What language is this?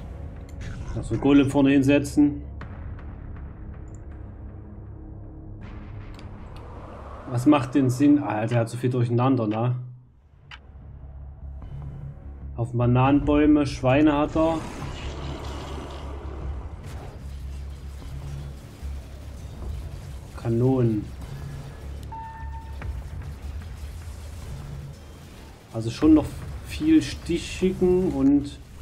German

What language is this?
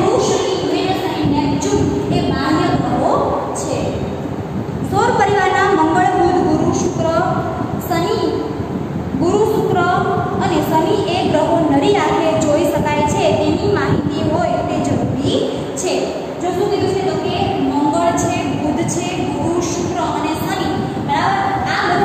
Gujarati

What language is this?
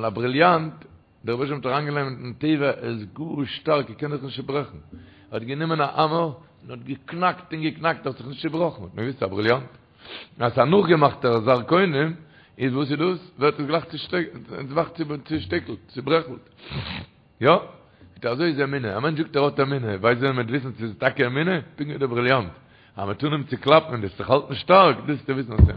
Yiddish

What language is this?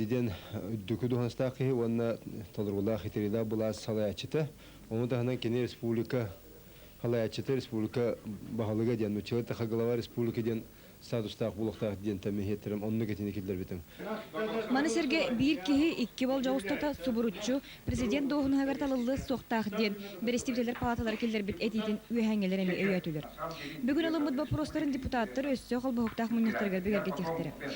Yakut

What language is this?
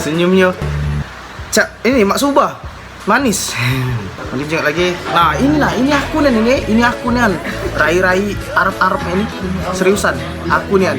Musi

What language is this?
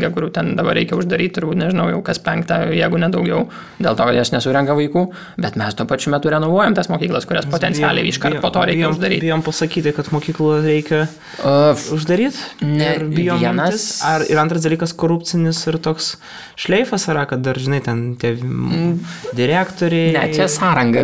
Lithuanian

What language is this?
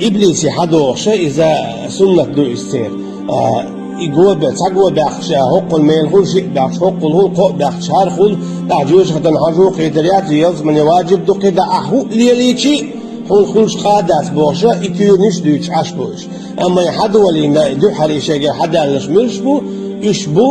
Chechen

